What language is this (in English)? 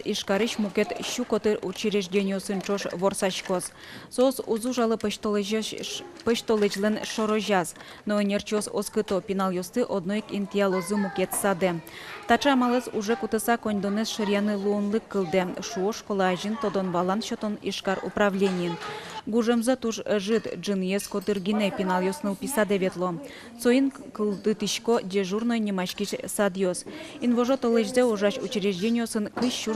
Udmurt